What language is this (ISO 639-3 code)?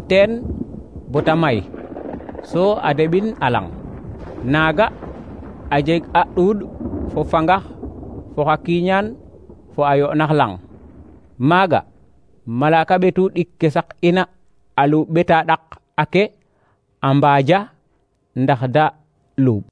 srr